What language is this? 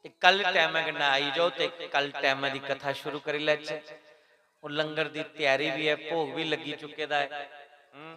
Dogri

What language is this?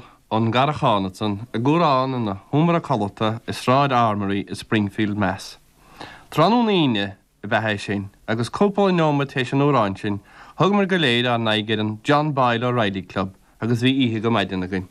Irish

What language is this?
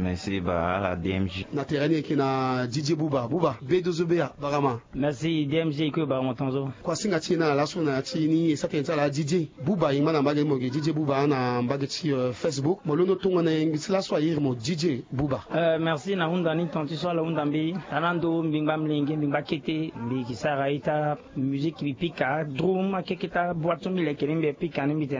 Sango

